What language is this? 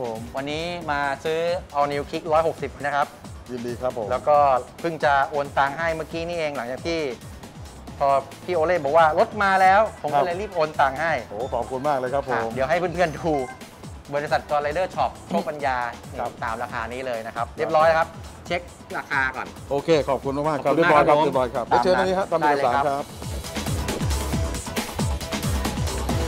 Thai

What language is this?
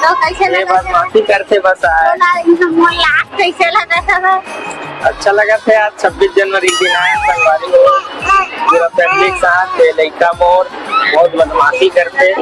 Chhattisgarhi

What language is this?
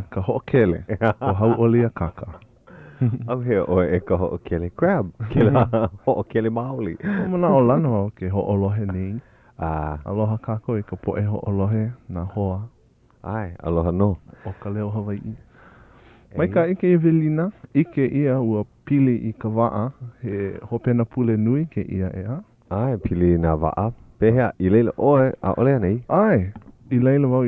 Hawaiian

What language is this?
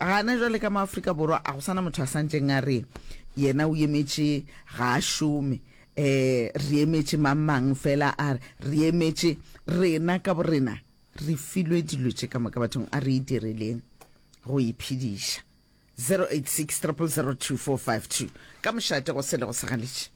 Northern Sotho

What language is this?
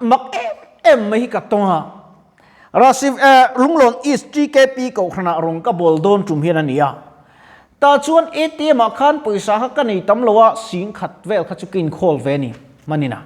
Mizo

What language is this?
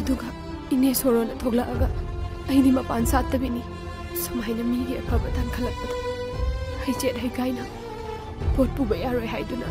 Manipuri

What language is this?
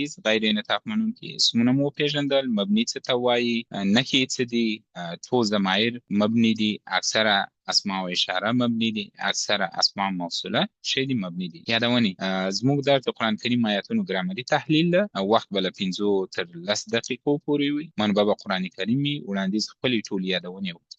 Pashto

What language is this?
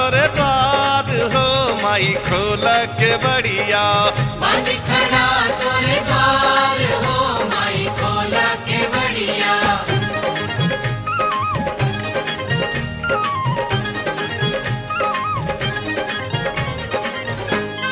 Bhojpuri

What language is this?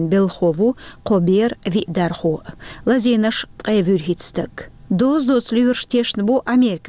Chechen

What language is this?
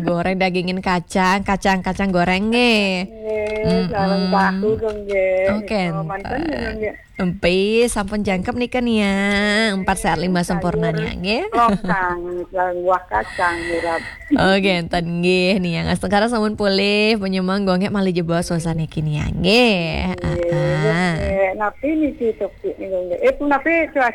Balinese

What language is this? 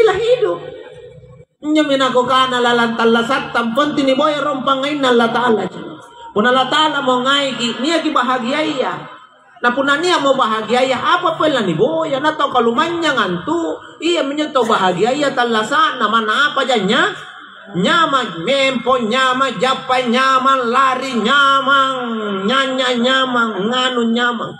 Makasar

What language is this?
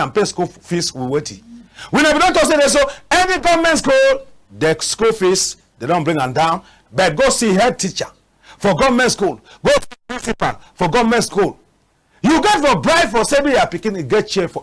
Cameroon Pidgin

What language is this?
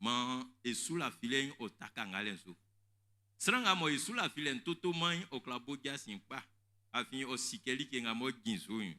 Baoulé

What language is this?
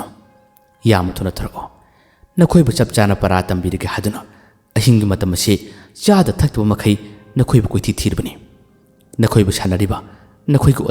Manipuri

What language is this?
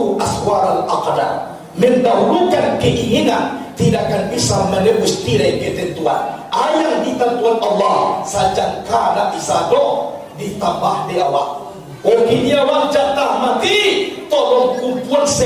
Minangkabau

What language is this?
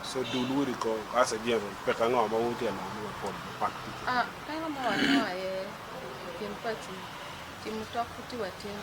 Acoli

